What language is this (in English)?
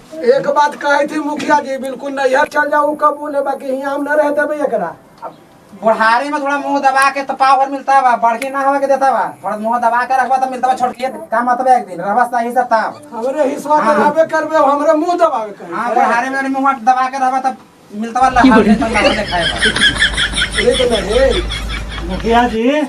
Magahi